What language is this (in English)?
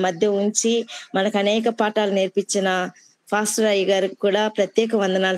Telugu